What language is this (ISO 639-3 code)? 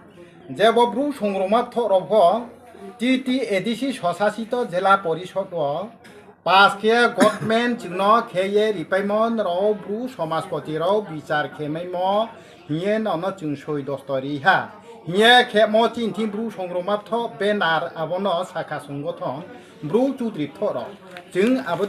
ria